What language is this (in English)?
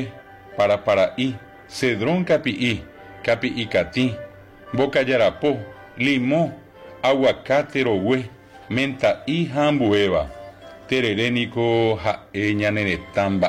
Guarani